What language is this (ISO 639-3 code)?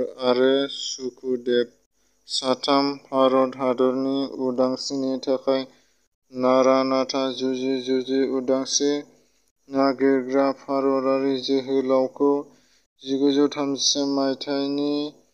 brx